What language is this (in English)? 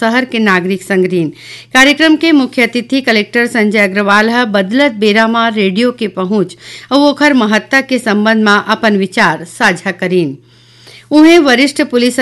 Chhattisgarhi